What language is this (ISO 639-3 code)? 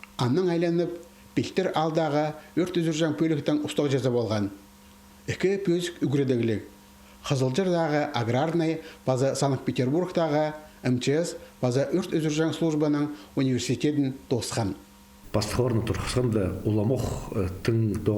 kjh